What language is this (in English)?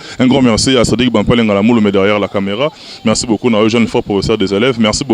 Lingala